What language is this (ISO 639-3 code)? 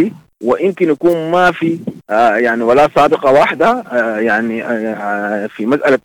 apd